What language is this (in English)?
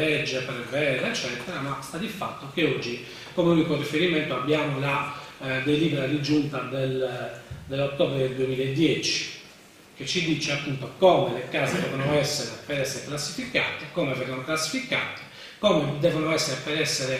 Italian